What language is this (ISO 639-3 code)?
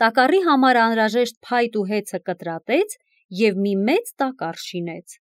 hye